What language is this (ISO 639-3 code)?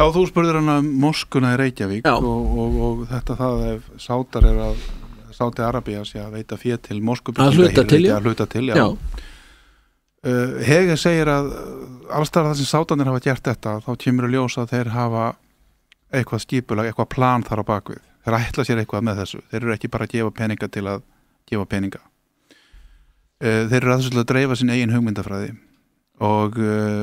isl